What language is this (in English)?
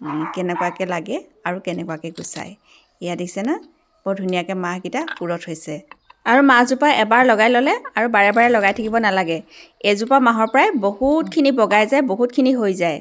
Assamese